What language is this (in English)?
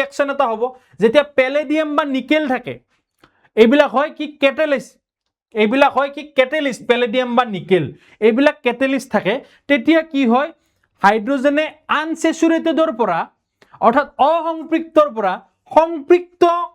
Assamese